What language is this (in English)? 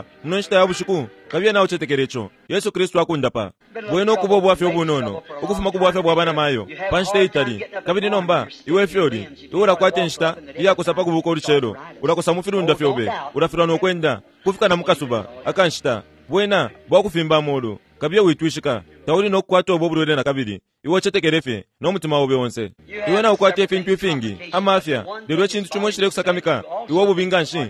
Bemba